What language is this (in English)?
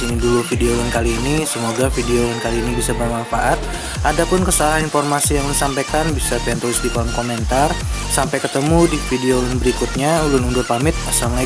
Banjar